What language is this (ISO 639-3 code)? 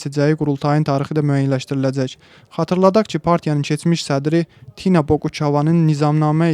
aze